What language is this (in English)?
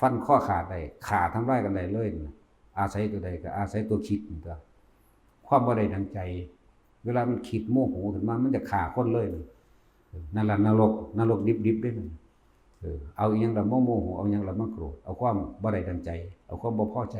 Northeastern Thai